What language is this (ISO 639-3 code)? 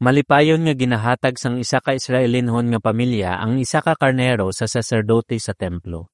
hil